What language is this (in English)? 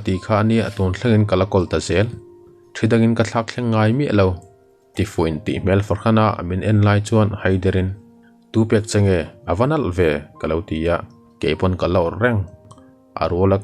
Mizo